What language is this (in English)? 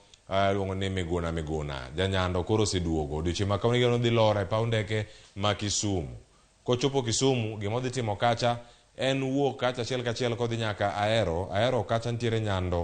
Luo (Kenya and Tanzania)